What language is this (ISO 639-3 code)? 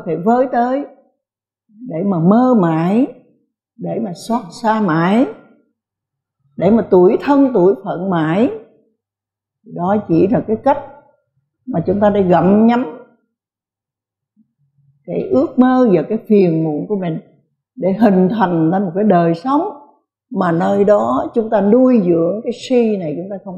vie